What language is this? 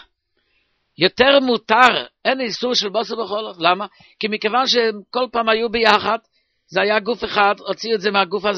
Hebrew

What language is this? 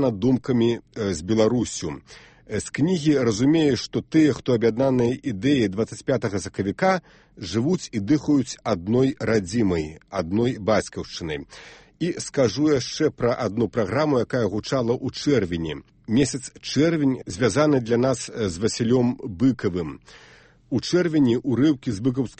Belarusian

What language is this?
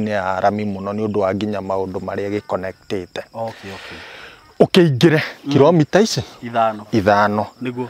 Kikuyu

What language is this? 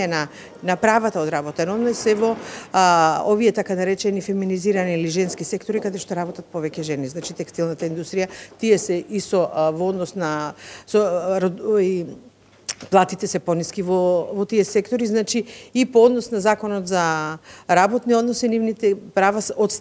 Macedonian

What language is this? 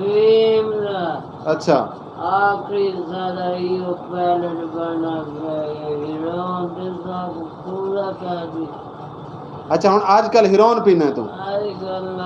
Saraiki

